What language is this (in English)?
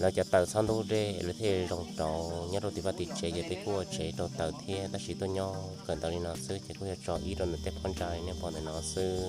Hmong